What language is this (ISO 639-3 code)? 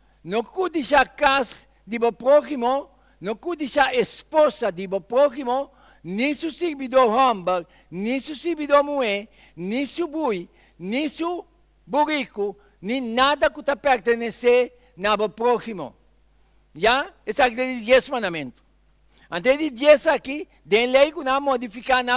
pap